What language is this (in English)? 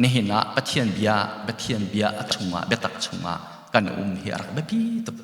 Hakha Chin